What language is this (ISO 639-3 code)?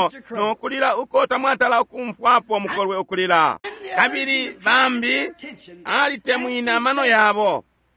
bem